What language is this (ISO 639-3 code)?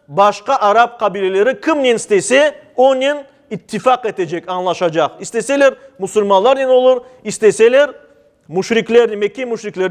crh